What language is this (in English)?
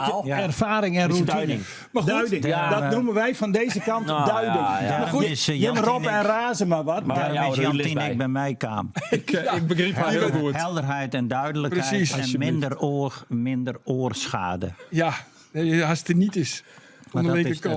Western Frisian